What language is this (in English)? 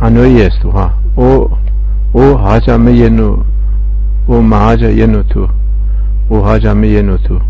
Zaza